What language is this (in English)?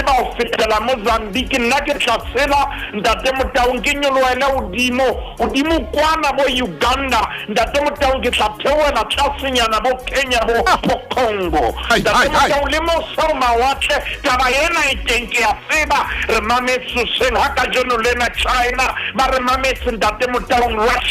Southern Sotho